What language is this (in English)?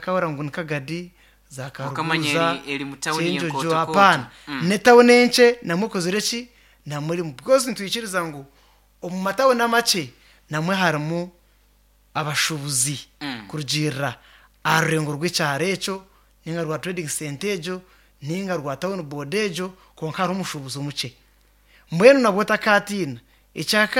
Nyankole